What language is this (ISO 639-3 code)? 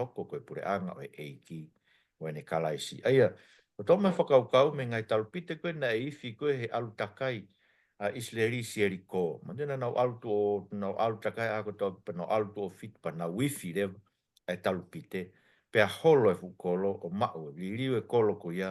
ton